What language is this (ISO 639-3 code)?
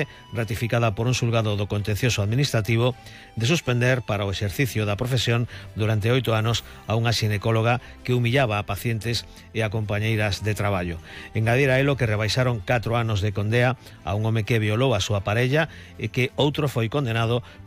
glg